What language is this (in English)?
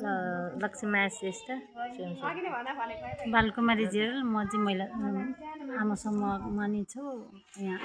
Nepali